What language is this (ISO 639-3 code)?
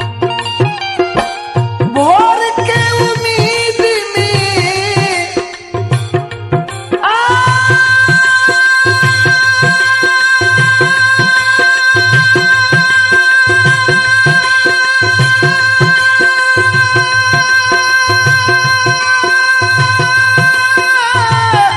bho